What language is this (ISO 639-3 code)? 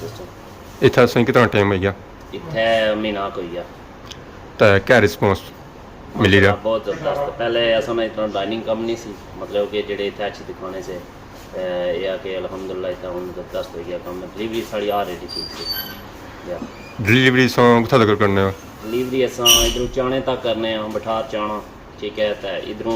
phr